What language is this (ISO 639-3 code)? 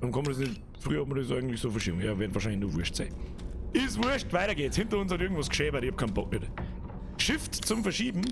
bar